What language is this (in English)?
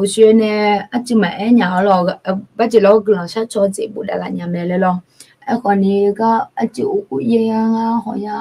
Akha